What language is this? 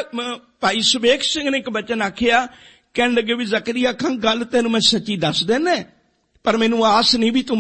Punjabi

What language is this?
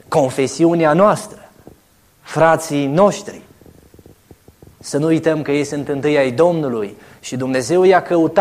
Romanian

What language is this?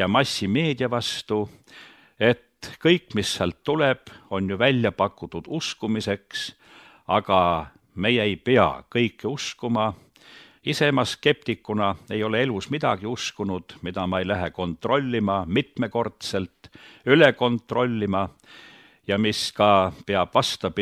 Estonian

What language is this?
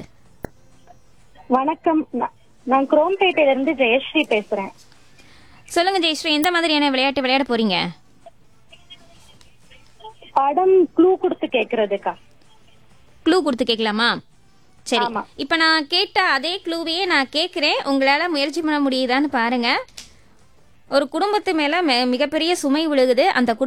Tamil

